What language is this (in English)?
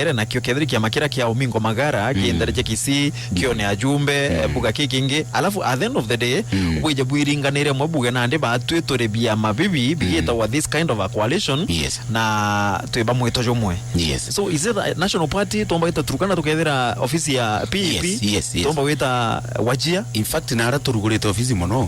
Meru